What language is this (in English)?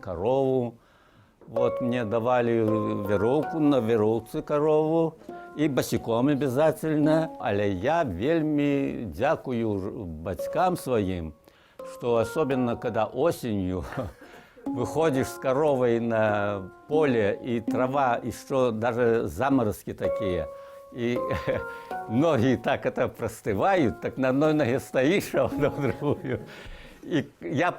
Belarusian